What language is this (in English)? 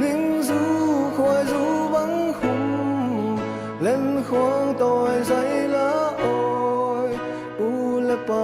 Hakha Chin